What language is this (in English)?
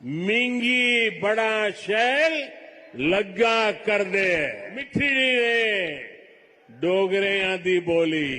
Dogri